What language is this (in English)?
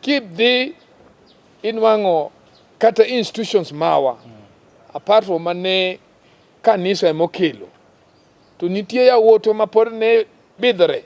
Luo (Kenya and Tanzania)